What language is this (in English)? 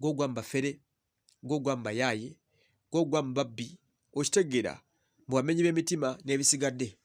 Ganda